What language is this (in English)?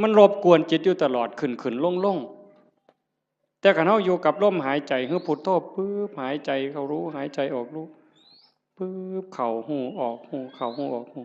Northeastern Thai